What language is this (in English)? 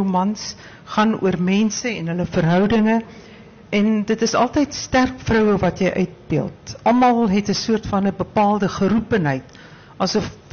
Afrikaans